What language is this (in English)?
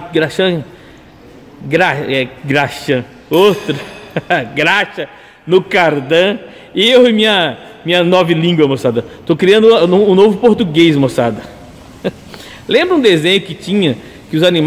Portuguese